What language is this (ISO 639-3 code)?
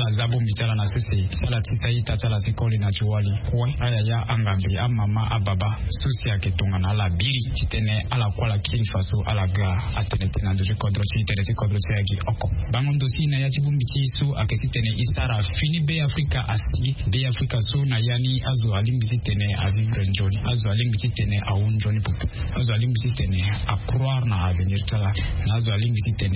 sag